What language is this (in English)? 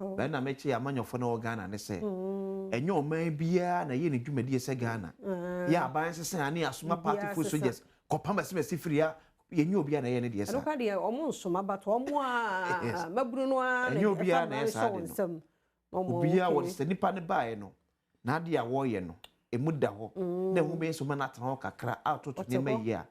Akan